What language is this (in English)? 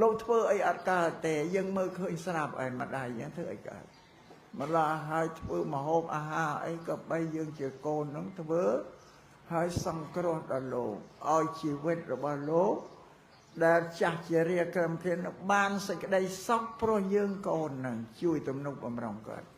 Khmer